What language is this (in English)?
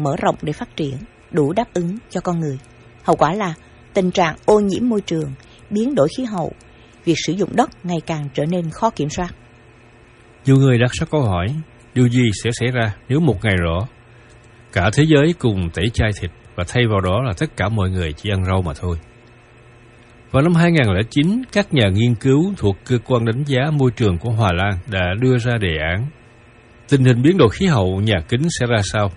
Vietnamese